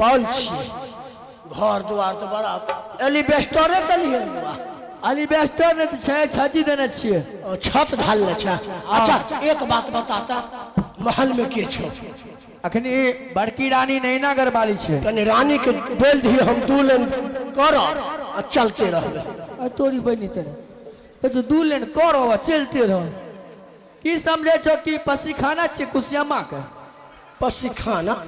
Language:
Maithili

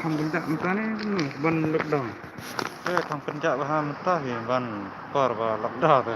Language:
Khasi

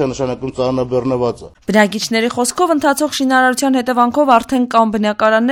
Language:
Armenian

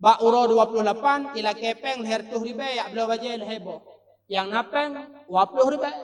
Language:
Achinese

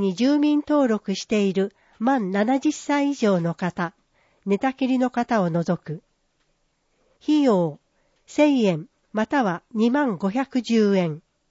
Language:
Japanese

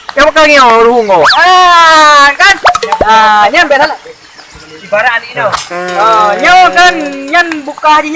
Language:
Achinese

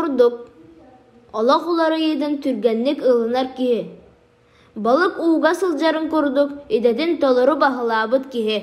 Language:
Yakut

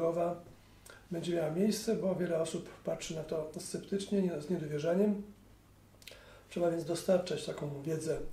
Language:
Polish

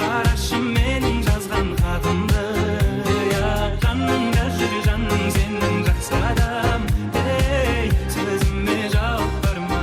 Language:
Kara-Kalpak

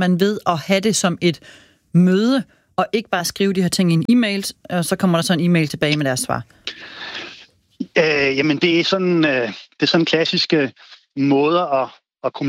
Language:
Danish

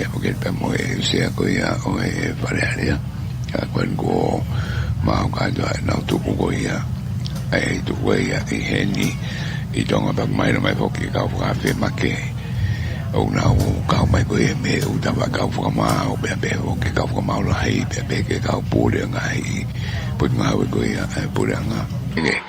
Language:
Tongan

